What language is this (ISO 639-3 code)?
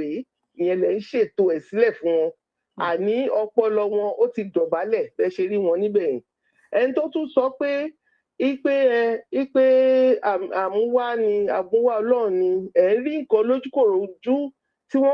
yor